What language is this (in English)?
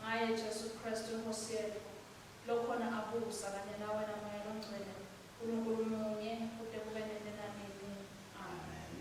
Swati